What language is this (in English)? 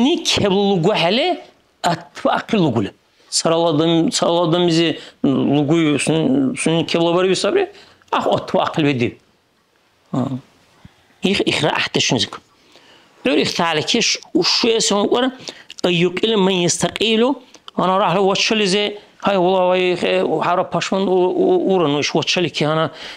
Dargwa